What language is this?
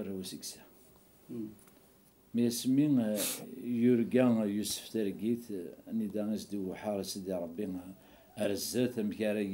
Kabyle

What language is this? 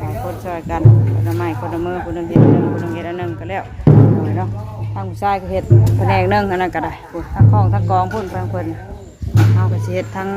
Northeastern Thai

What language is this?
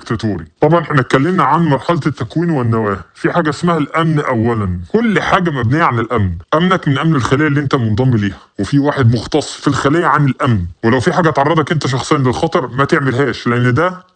Egyptian Arabic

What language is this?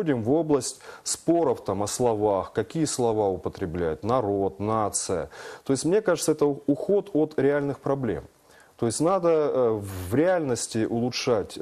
Russian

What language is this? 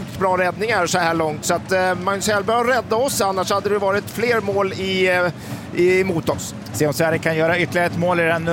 Swedish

